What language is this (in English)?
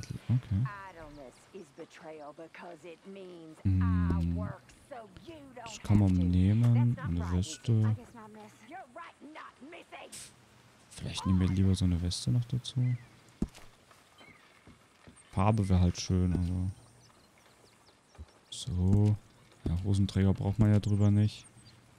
German